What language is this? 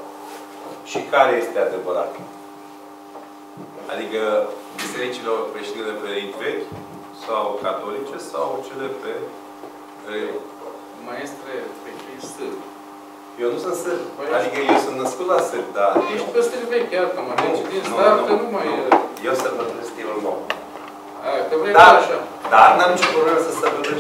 Romanian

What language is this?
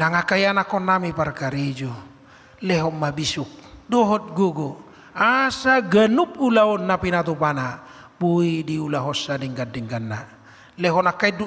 Batak Toba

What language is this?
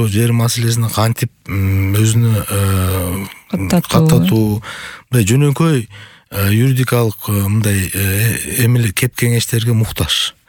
Kyrgyz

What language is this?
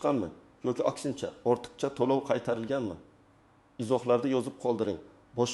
Uzbek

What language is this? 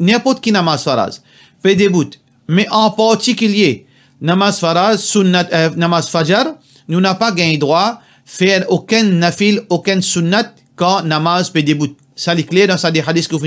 Morisyen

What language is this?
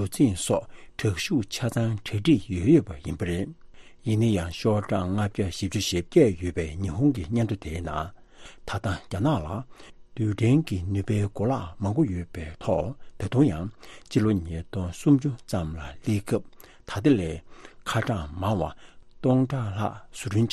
Tibetan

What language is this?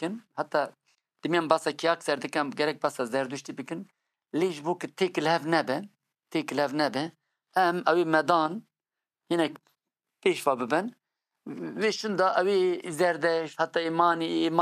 Kurdish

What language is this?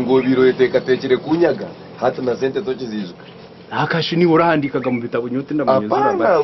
Nyankole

